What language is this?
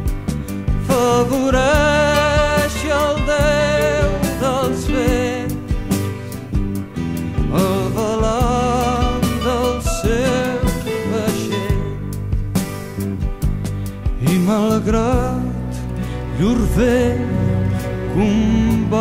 Catalan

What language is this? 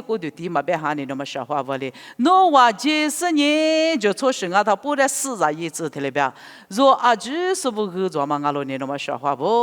Lisu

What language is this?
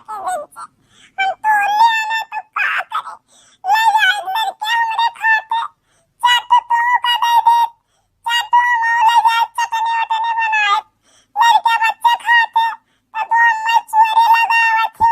Awadhi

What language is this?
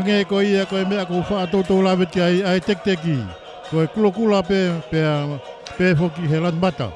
Tongan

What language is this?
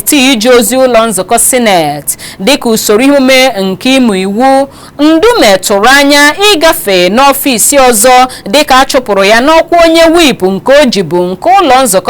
Igbo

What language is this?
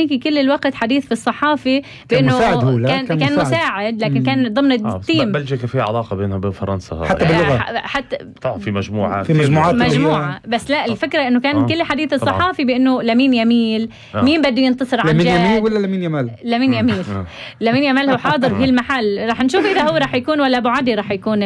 North Levantine Arabic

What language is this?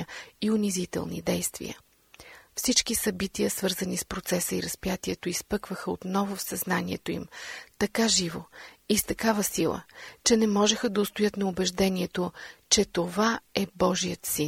Bulgarian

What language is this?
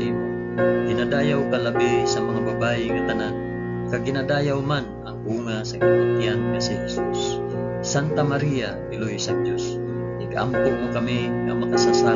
Hiligaynon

